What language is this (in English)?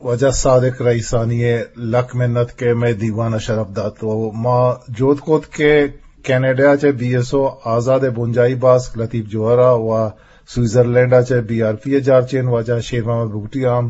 Eastern Balochi